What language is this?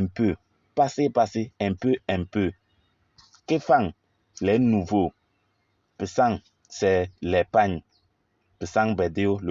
Kabiyè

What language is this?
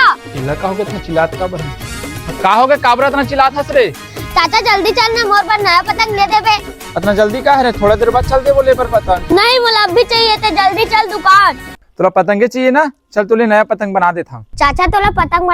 Chhattisgarhi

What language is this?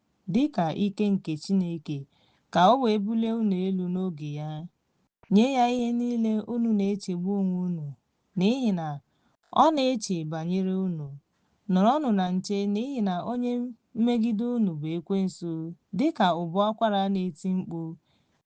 Igbo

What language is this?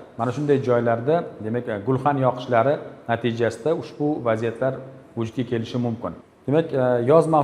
Uzbek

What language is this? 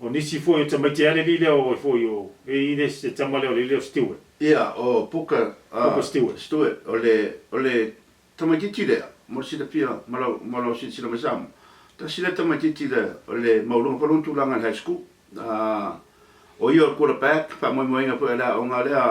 Samoan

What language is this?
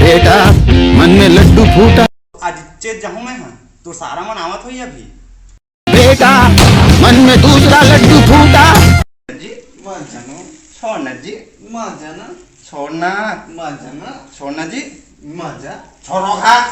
Chhattisgarhi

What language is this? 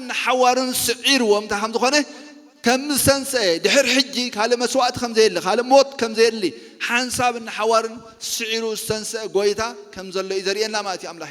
Tigrinya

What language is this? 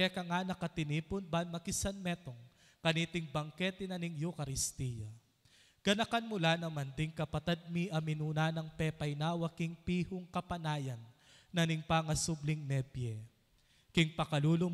Pampanga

